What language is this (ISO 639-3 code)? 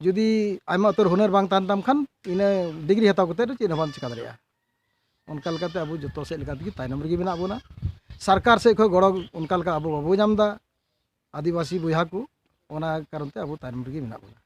sat